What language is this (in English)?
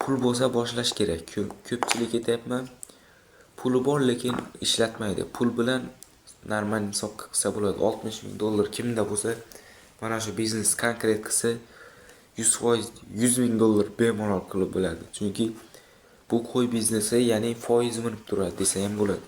Uzbek